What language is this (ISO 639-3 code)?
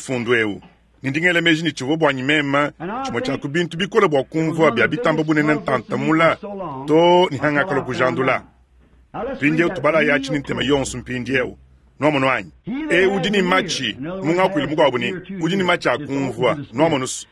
lua